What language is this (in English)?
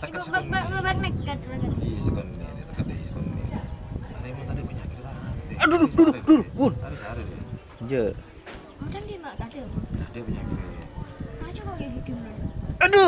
Madurese